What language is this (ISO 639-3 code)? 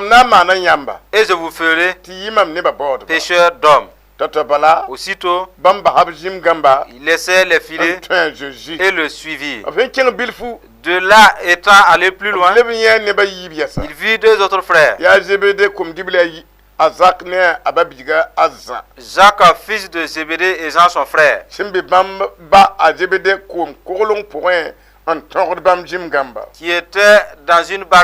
mos